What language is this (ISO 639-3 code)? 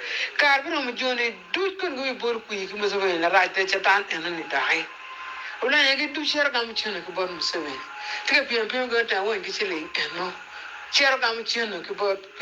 ach